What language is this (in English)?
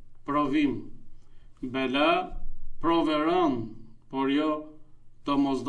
Albanian